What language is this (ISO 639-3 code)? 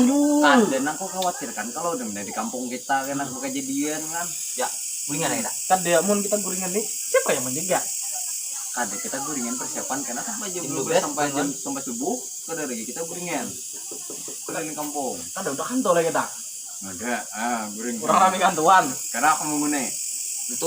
bjn